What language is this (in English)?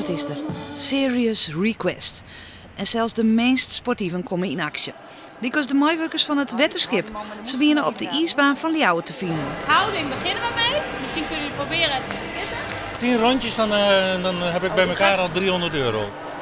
Western Frisian